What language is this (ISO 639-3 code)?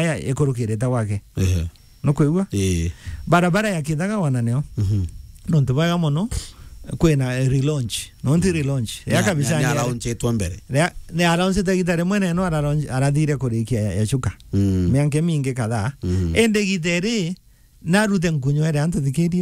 mer